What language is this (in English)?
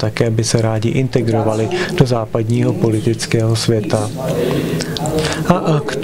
Czech